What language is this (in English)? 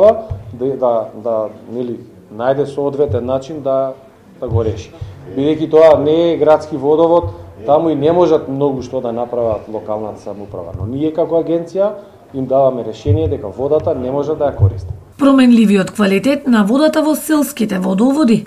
Macedonian